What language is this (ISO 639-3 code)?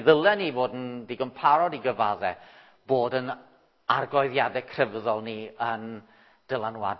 cym